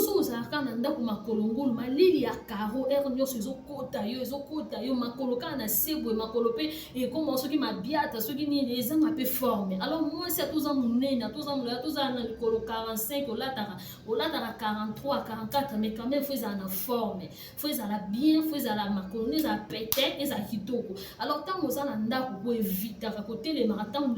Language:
Lingala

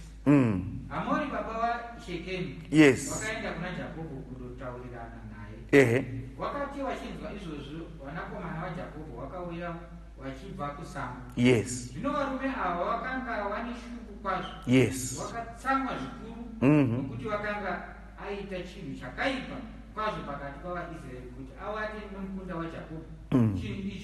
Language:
Shona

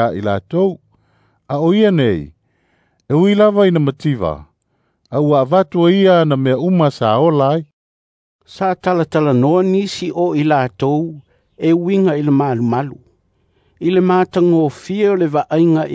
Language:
Samoan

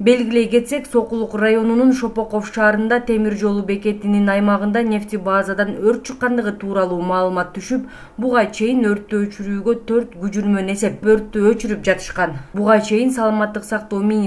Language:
Kyrgyz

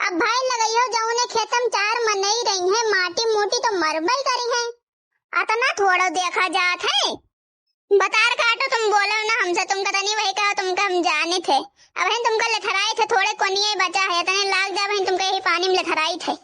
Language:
Awadhi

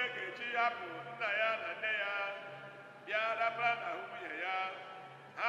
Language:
Igbo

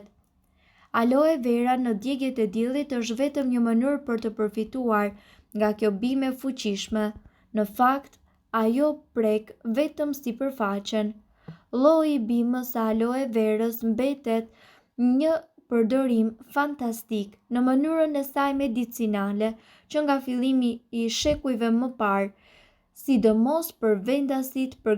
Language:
Albanian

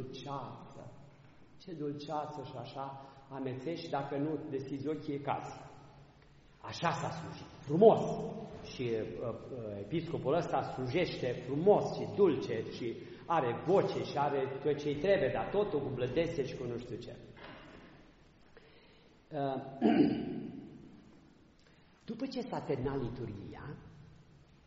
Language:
Romanian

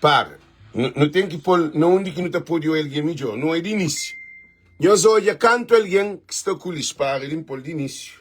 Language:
Kabuverdianu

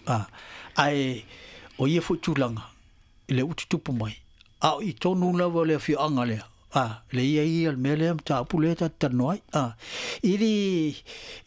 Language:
Samoan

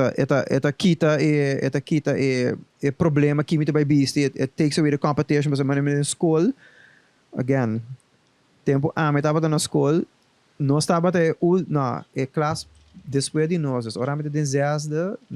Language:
Papiamento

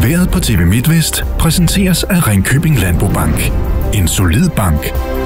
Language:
Danish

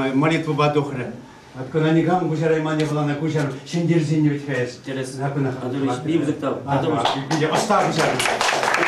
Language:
Chuvash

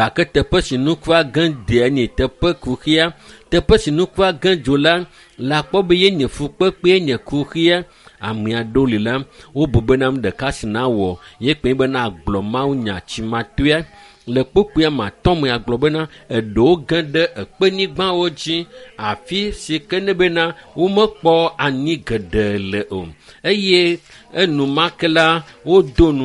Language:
Ewe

